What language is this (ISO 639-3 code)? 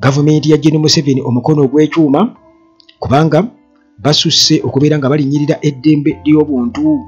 lug